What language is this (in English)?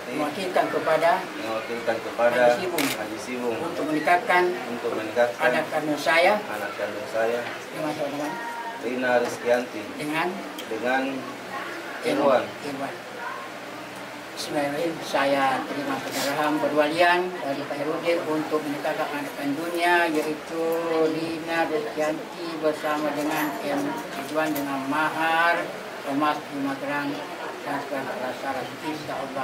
Indonesian